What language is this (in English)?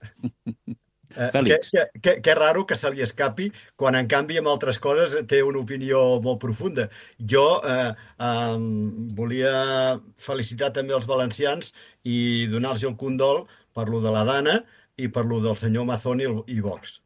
Catalan